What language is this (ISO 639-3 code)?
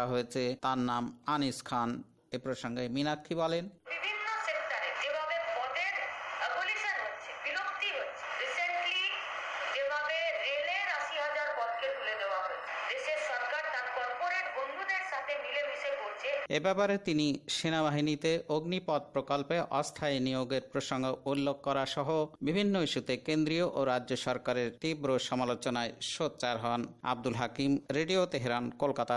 ben